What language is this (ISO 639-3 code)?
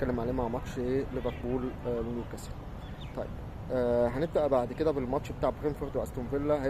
arz